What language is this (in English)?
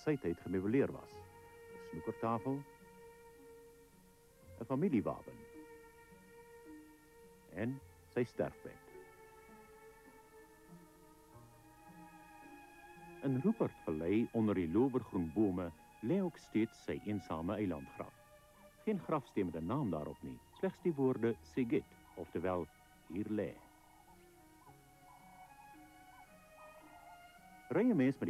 Afrikaans